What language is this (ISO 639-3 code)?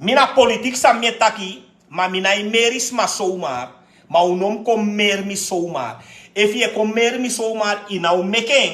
srn